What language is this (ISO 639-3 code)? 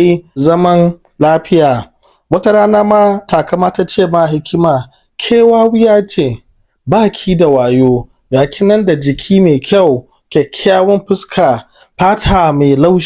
hau